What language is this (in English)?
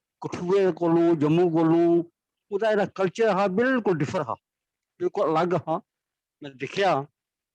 Dogri